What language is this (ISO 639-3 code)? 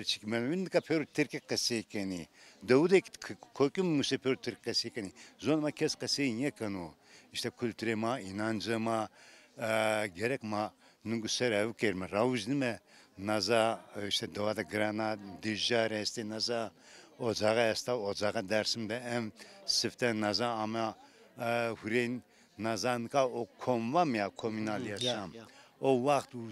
zza